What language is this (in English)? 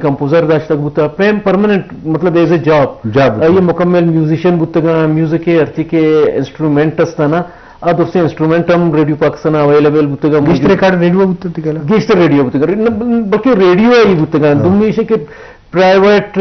Eastern Balochi